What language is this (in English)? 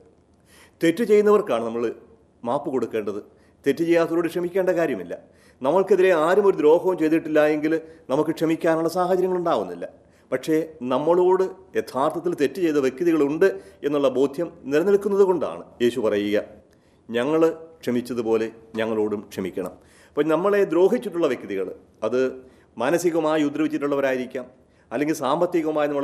Malayalam